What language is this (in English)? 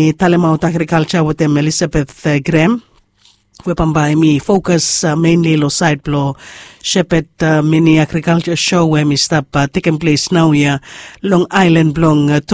Bislama